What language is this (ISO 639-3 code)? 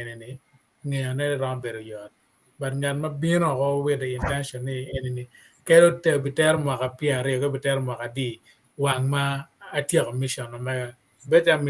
ach